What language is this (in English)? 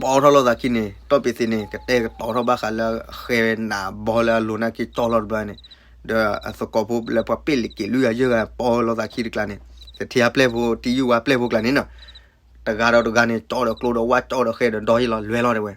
S'gaw Karen